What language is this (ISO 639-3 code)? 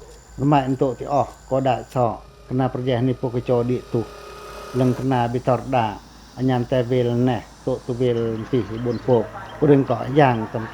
pac